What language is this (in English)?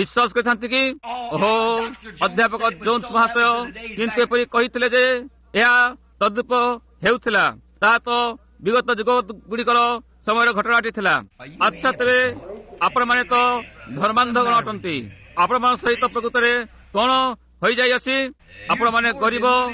Odia